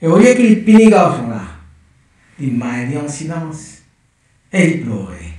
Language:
Morisyen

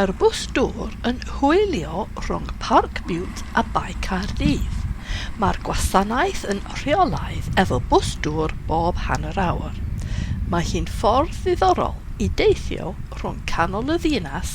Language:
Welsh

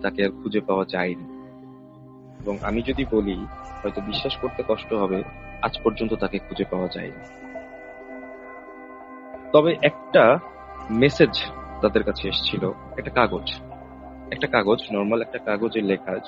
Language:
Bangla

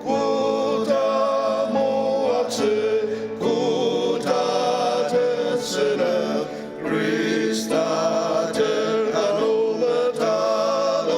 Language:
Ao Naga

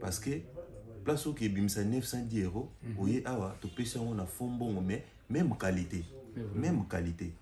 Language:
Lingala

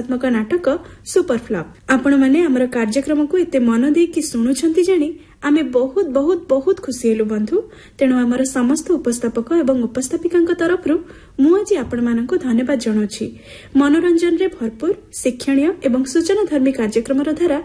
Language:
Odia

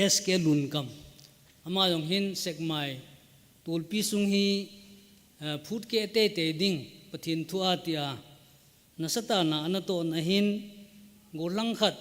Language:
Thado Chin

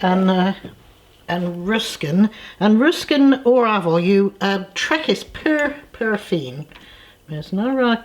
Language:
Cornish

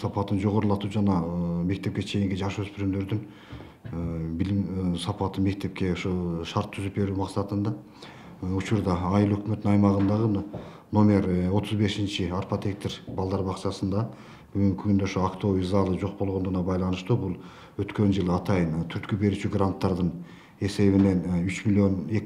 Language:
Kyrgyz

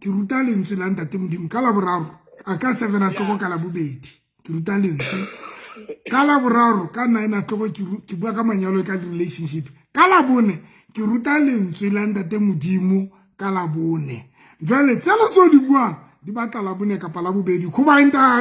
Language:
Southern Sotho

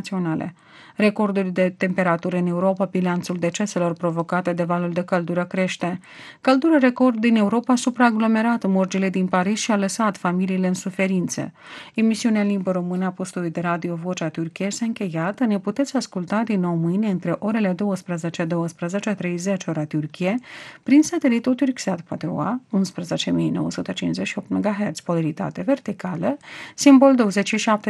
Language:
Romanian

